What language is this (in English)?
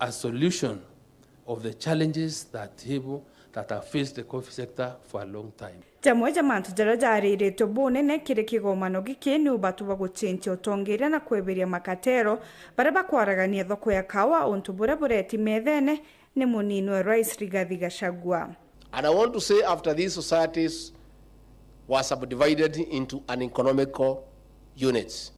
Meru